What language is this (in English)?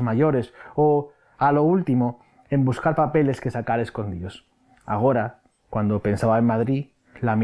Asturian